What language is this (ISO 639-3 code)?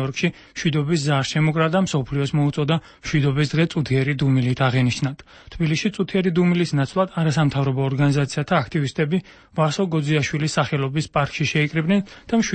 kat